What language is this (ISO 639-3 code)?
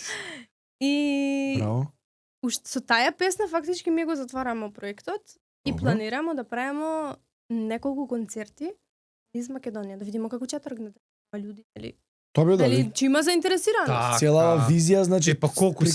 mkd